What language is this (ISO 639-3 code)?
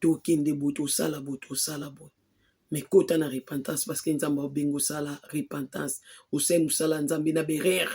lin